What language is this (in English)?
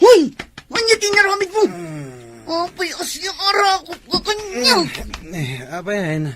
Iloko